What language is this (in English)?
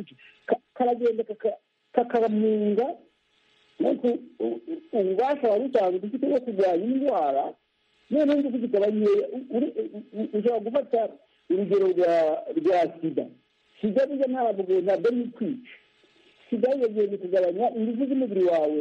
Kinyarwanda